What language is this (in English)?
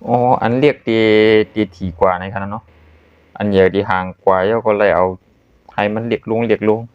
Shan